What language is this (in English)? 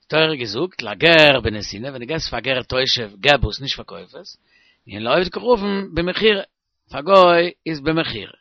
Yiddish